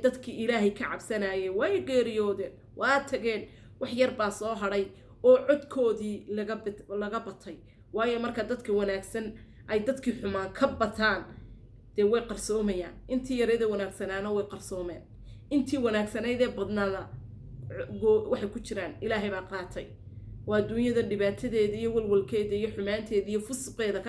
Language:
Somali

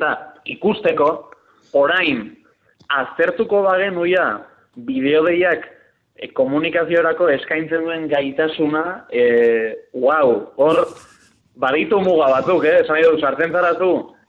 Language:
Basque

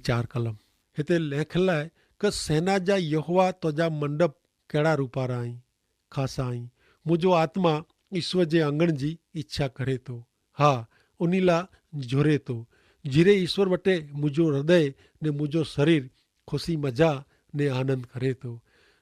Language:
Kachhi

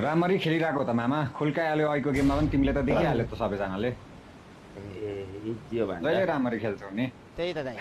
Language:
Nepali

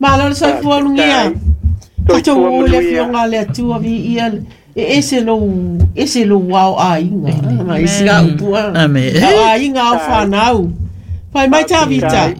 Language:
Samoan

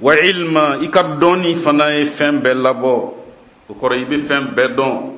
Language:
Bambara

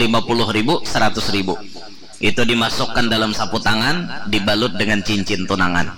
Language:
Banjar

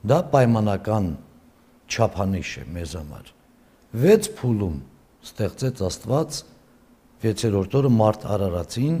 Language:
Armenian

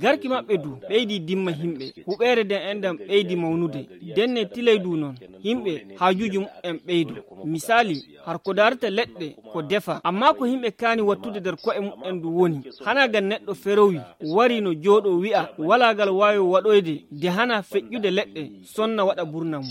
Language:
Nigerian Fulfulde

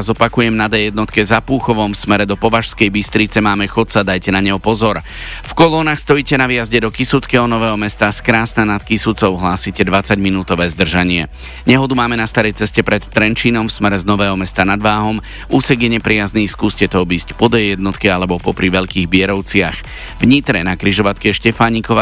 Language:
Slovak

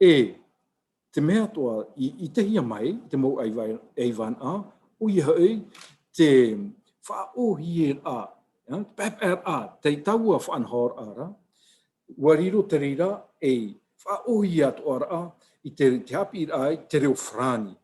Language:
Tahitian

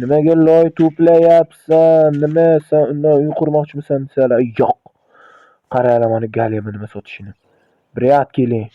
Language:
Uzbek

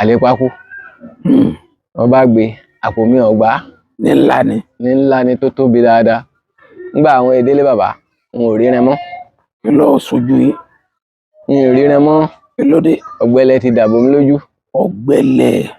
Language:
Yoruba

